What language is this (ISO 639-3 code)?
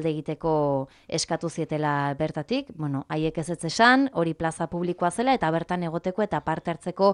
eus